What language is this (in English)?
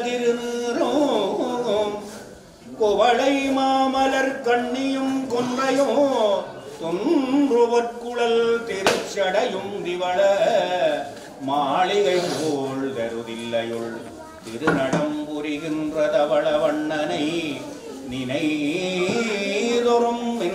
Tamil